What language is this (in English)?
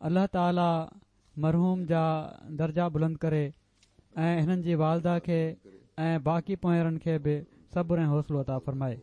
Sindhi